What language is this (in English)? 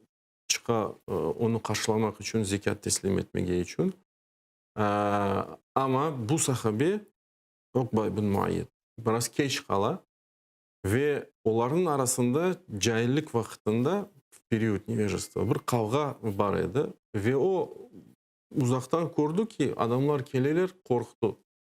Crimean Tatar